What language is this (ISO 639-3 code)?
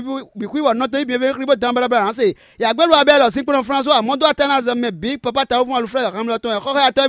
fon